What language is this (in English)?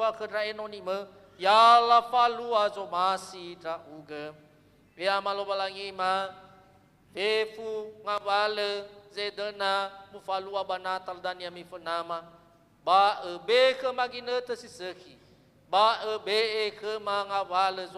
Nias